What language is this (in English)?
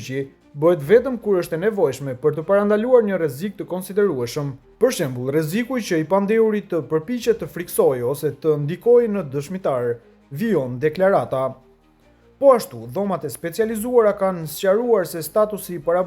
Albanian